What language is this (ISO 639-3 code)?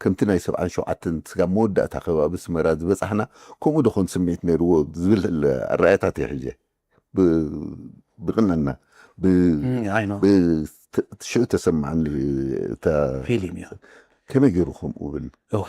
tir